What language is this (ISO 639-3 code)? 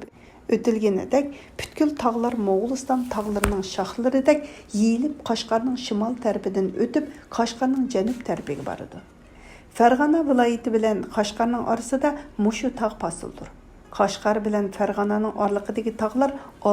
uig